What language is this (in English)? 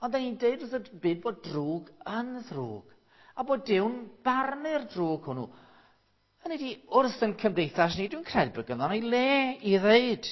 Welsh